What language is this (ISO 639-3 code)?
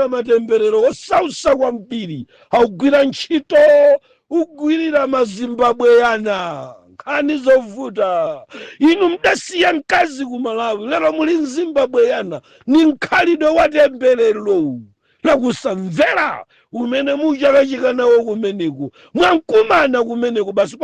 nya